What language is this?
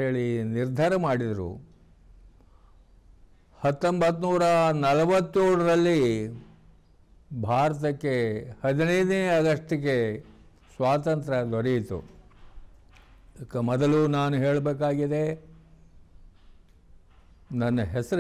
Kannada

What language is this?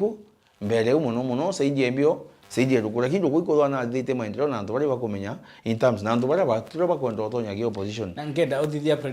Meru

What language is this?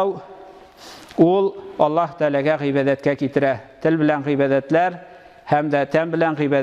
Tatar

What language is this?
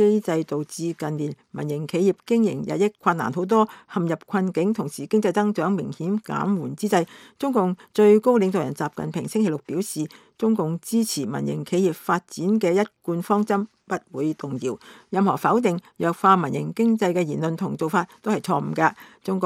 Cantonese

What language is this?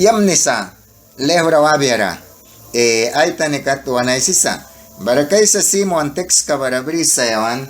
Mískito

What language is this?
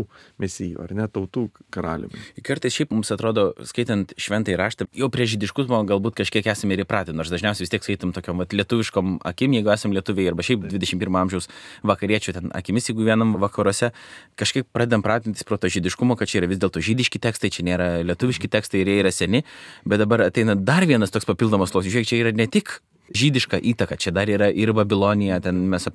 Lithuanian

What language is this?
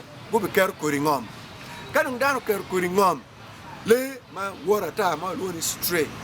Acoli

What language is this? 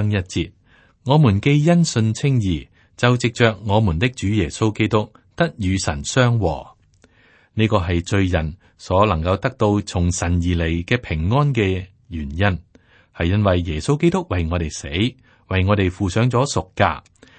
Cantonese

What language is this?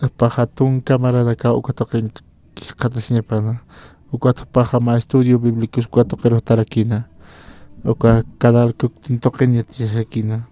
Aymara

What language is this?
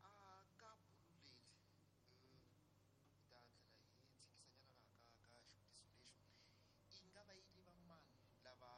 Tsonga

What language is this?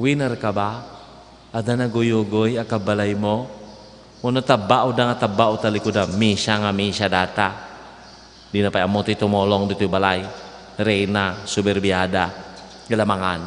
Iloko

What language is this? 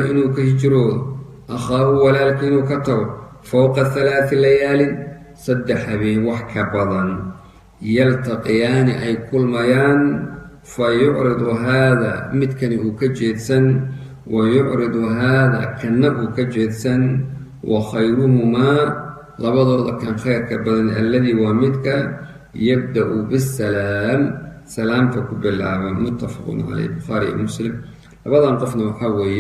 Somali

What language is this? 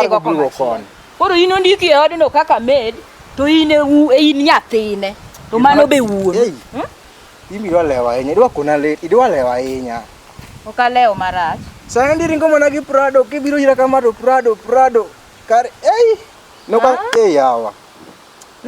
Luo (Kenya and Tanzania)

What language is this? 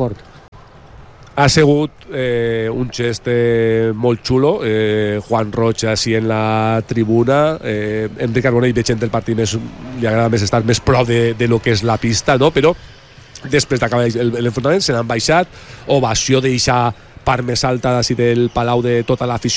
Catalan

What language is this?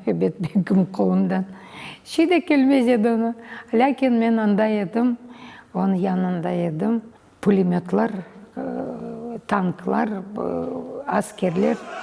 Crimean Tatar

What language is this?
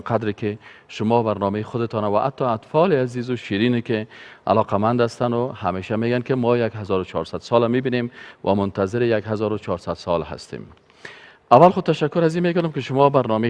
Persian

